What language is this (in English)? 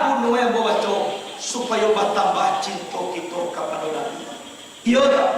Minangkabau